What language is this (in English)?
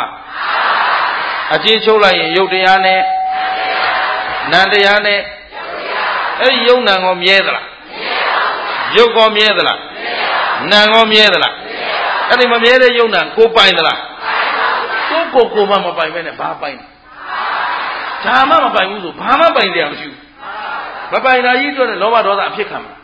Burmese